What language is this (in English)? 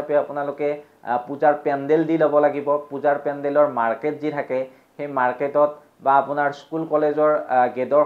Assamese